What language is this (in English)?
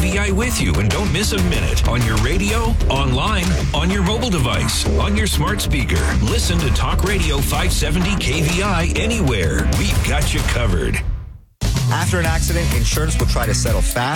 English